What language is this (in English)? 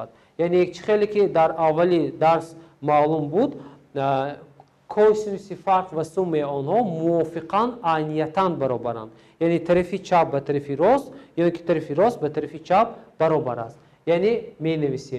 Tajik